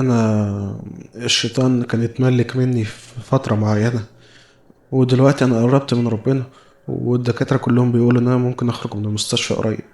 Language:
Egyptian Arabic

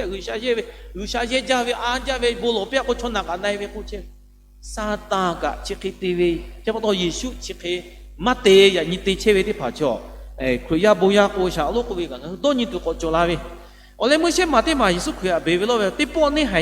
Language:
Lahu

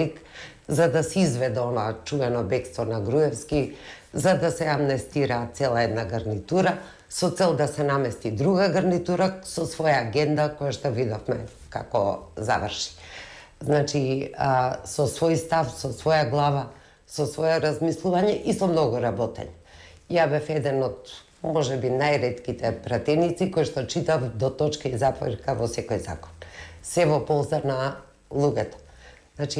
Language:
Macedonian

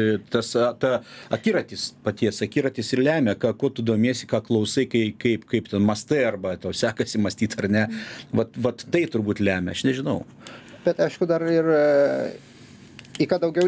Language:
Lithuanian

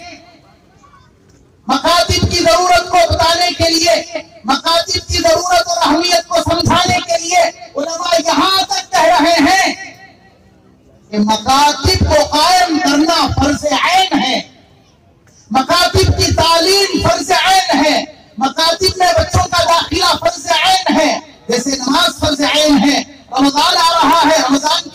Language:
Urdu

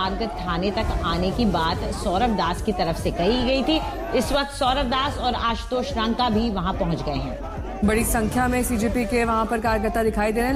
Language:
Hindi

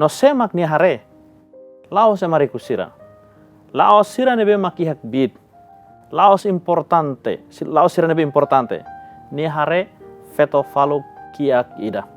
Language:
Tetum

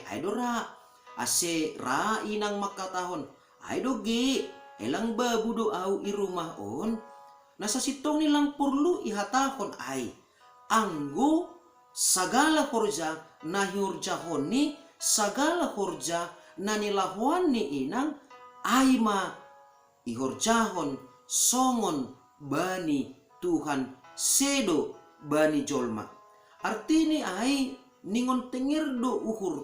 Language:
Batak Simalungun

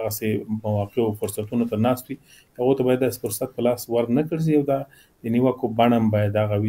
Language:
Pashto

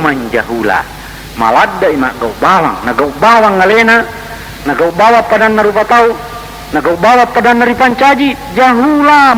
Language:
Buginese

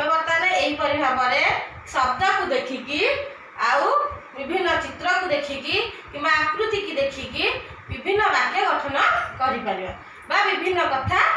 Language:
Odia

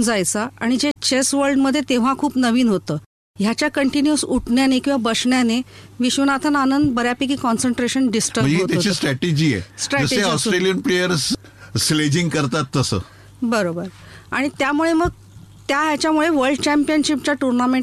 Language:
Marathi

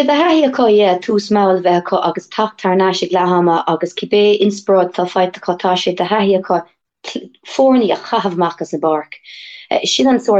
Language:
Irish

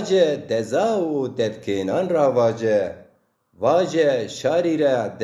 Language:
Zaza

